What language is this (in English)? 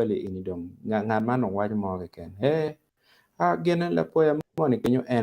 Acoli